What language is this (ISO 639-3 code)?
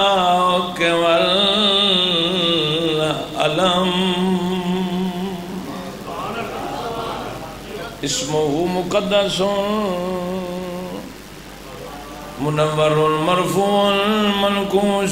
urd